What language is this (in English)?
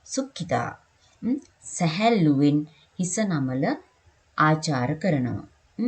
Sinhala